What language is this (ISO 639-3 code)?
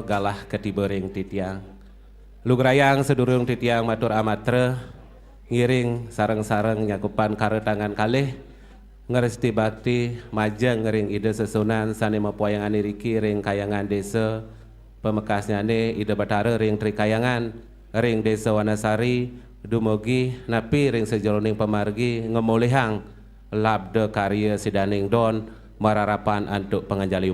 ban